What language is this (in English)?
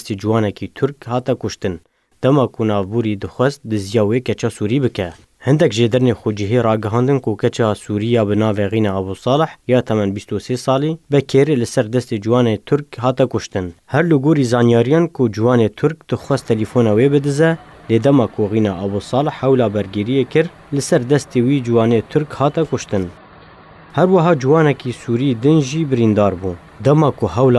Kurdish